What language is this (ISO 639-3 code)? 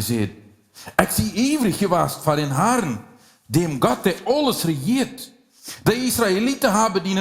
pdt